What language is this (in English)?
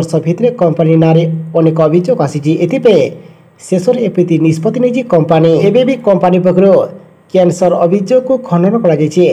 Odia